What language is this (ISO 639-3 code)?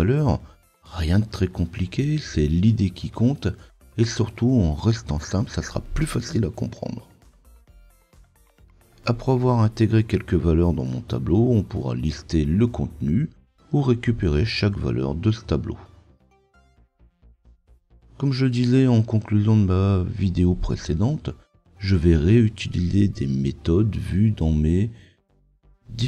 fra